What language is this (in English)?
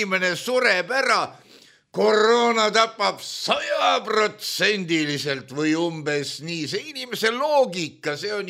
Estonian